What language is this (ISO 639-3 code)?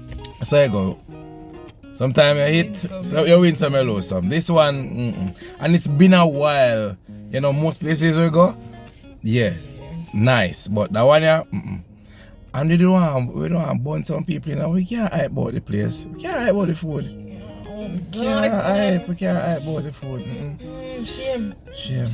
jam